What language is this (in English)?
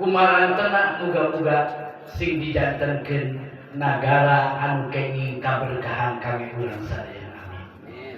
Sundanese